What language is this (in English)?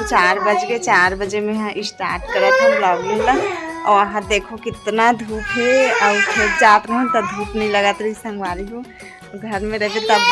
Chhattisgarhi